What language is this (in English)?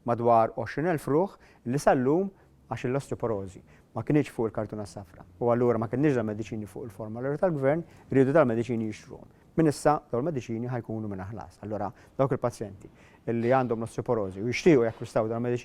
Maltese